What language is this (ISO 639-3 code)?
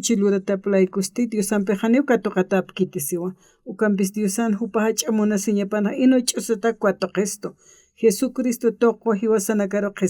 aym